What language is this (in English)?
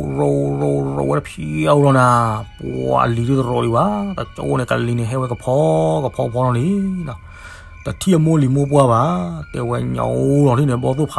S'gaw Karen